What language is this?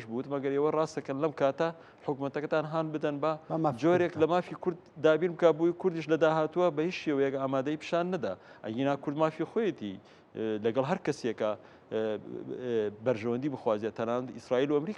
Central Kurdish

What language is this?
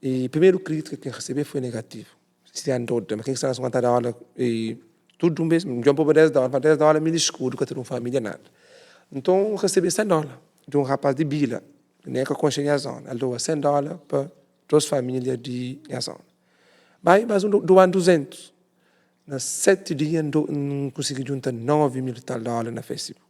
Kabuverdianu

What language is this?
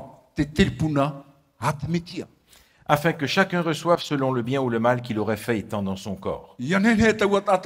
Tahitian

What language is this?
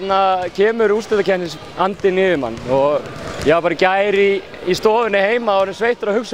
Icelandic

